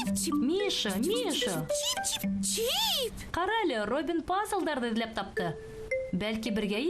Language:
Bashkir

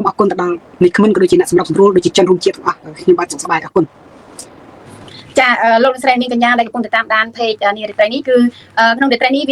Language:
Khmer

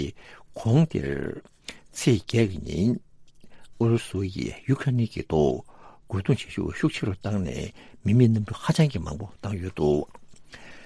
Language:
Tibetan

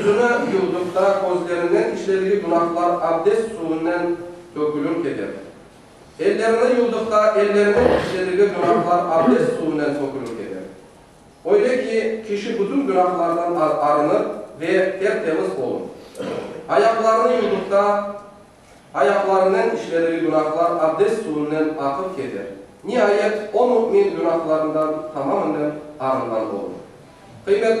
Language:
Crimean Tatar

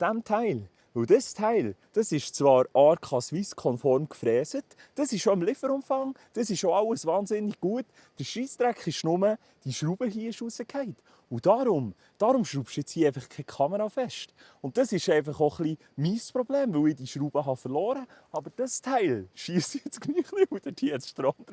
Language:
Swiss German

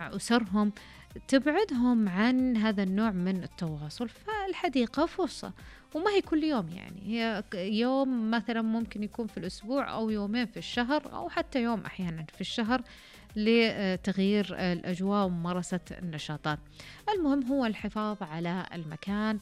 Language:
Najdi Arabic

